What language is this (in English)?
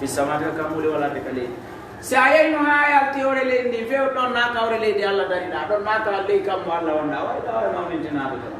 Fula